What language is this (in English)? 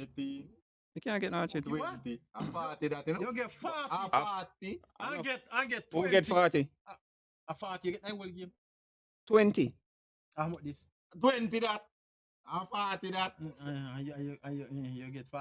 Jamaican Creole English